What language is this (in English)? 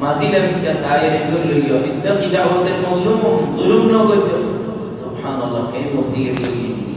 Rohingya